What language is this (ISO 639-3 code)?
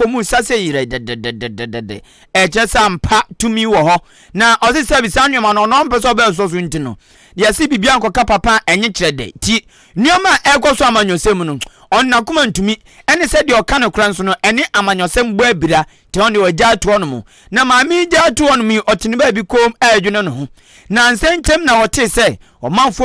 aka